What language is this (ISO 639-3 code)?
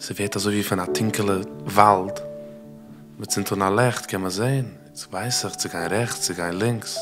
yid